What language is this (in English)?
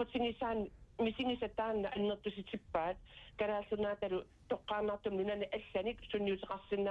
Kalaallisut